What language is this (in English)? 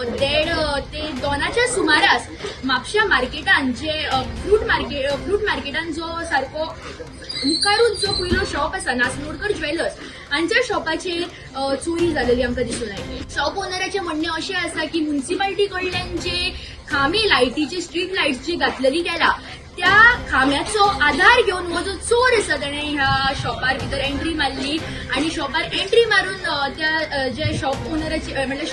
Konkani